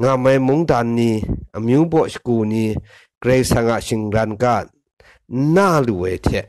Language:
Kachin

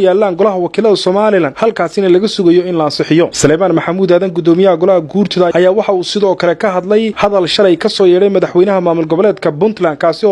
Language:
Somali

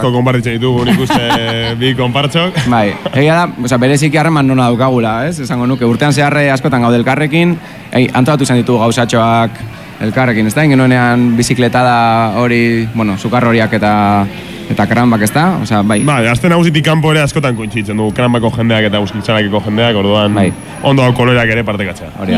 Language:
Basque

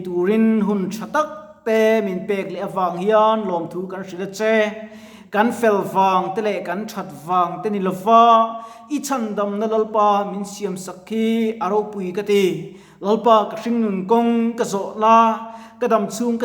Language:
Mizo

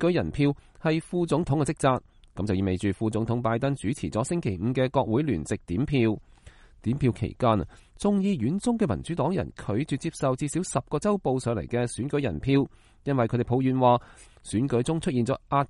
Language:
Cantonese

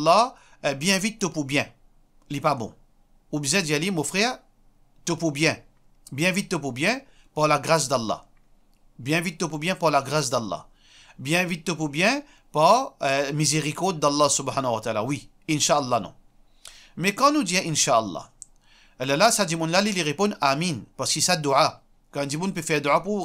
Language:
Morisyen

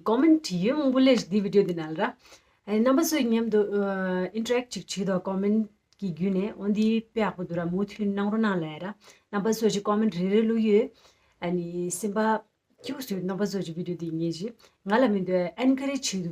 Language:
Tibetan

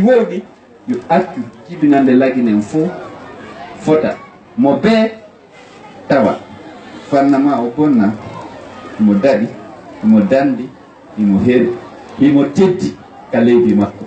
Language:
Fula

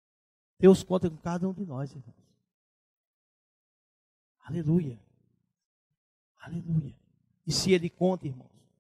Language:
Portuguese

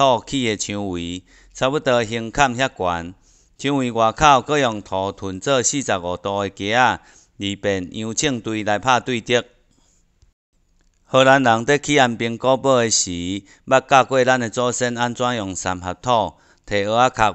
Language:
Min Nan Chinese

